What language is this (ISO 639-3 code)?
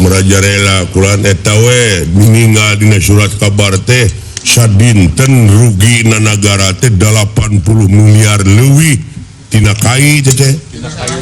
sun